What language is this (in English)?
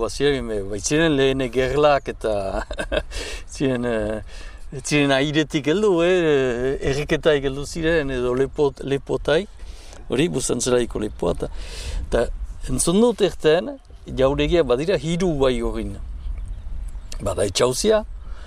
Basque